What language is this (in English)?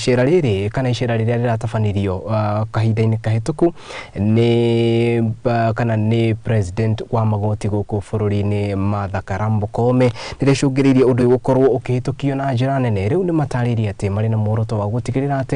Kikuyu